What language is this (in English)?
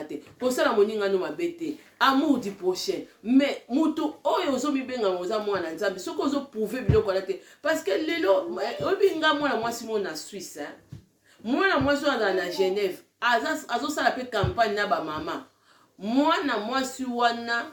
Lingala